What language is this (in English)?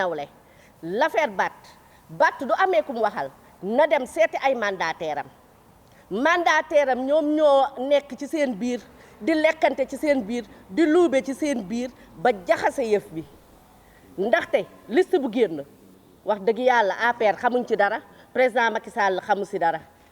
Wolof